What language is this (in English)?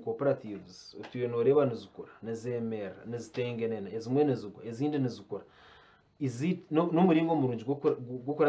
Nyankole